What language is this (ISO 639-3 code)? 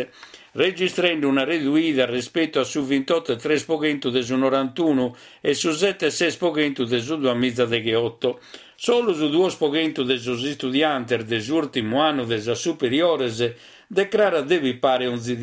srd